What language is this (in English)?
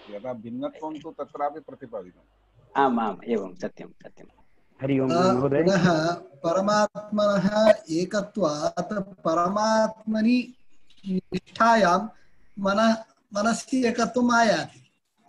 Sanskrit